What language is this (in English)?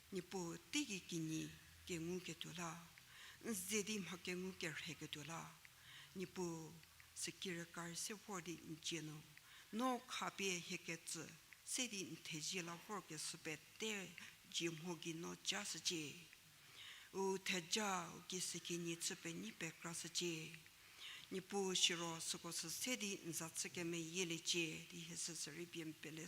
Angami Naga